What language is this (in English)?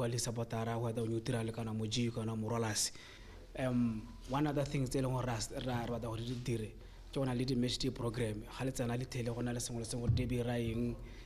Tswana